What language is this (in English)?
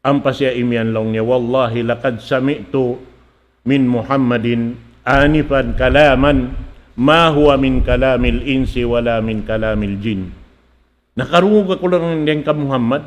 Tausug